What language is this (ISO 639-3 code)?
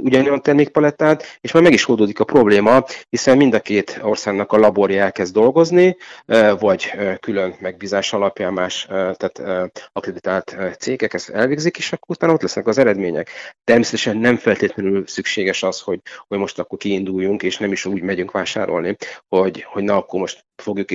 hun